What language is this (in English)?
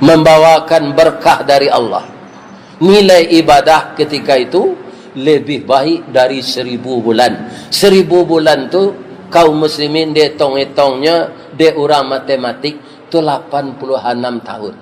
Minangkabau